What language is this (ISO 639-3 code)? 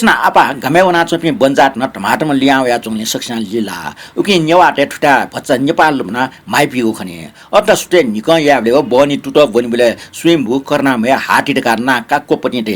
new